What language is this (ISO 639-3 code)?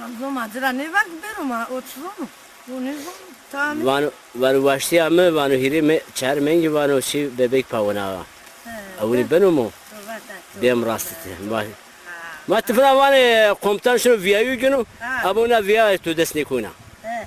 zza